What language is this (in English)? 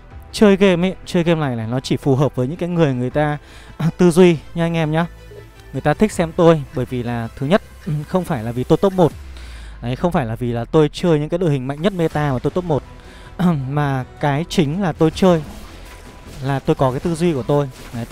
Vietnamese